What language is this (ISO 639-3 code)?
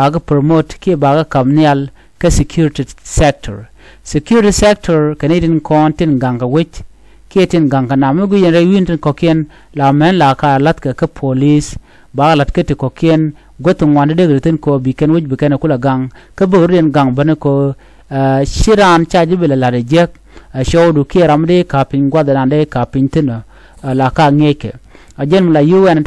nus